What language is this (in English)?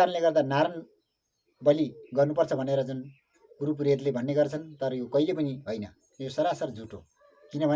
Nepali